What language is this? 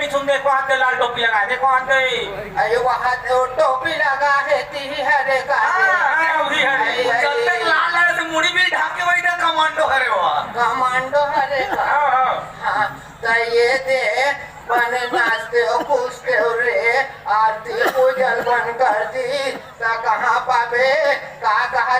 Chhattisgarhi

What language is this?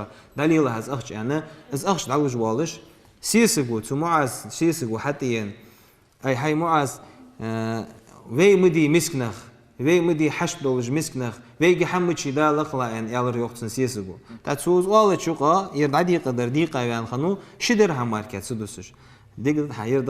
Ingush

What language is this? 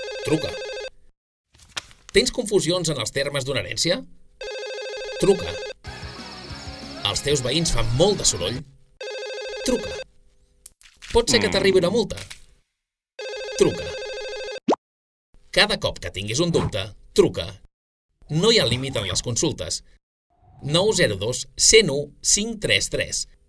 Catalan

